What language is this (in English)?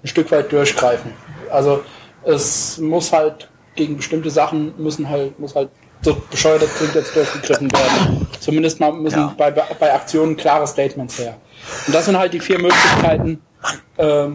German